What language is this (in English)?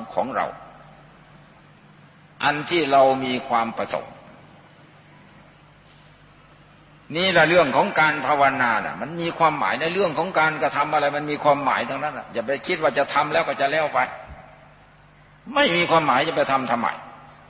Thai